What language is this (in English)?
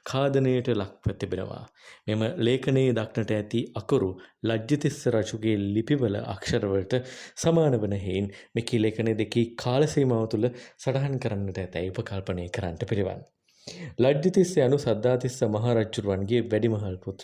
Sinhala